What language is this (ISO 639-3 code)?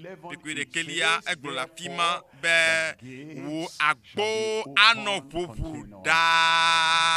ewe